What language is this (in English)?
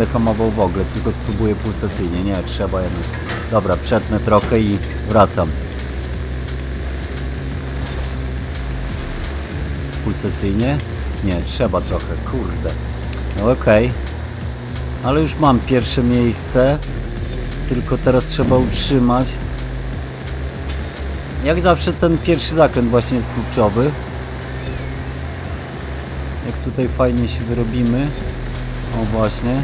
Polish